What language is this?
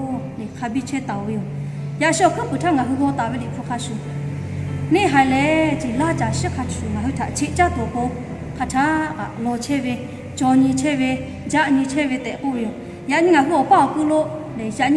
Lahu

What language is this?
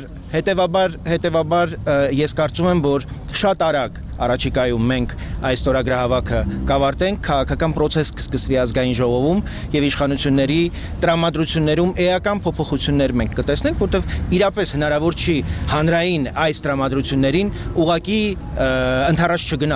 Armenian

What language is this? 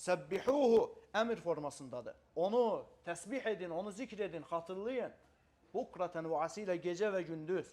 Azerbaijani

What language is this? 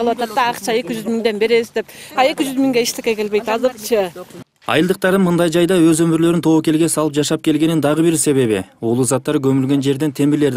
Kyrgyz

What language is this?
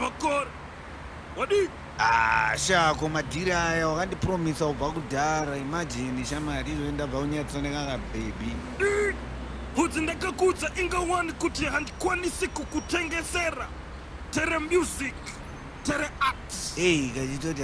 Shona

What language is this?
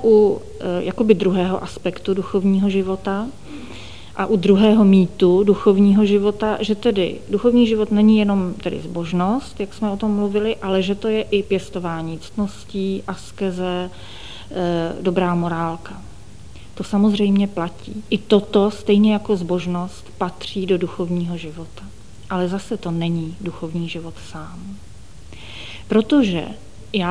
Czech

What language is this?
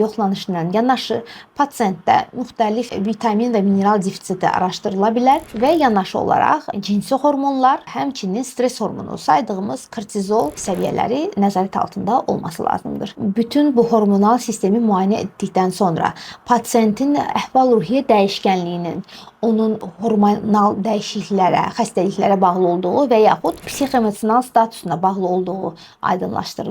Azerbaijani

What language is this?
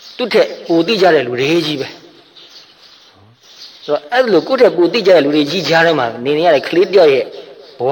Burmese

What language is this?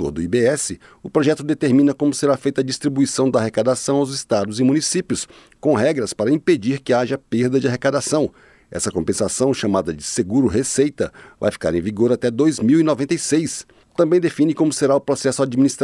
Portuguese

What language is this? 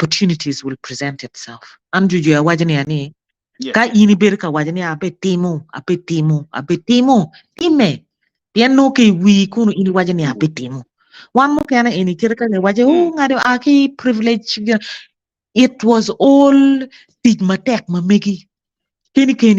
Acoli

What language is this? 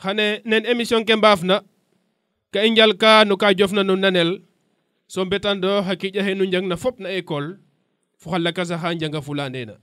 Serer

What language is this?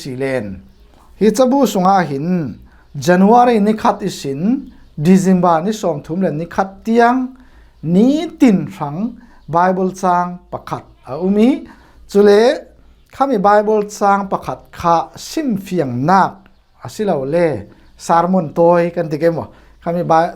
Falam Chin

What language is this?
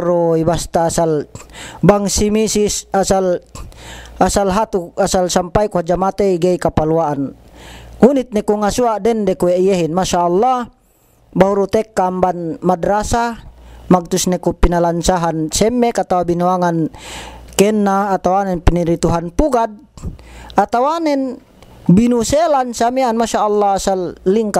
Yakan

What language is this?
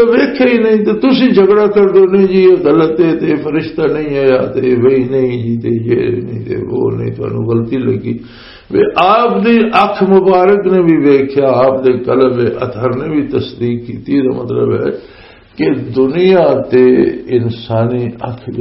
Western Panjabi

